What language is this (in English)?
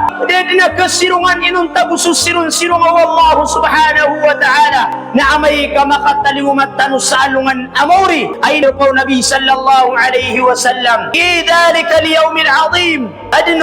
Maranao